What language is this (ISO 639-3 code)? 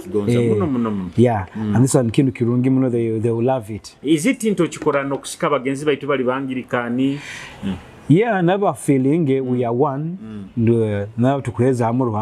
nyo